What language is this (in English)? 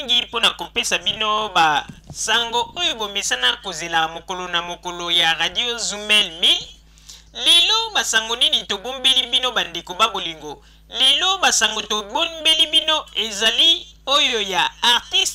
Lingala